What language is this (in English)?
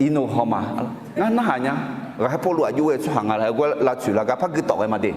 Akha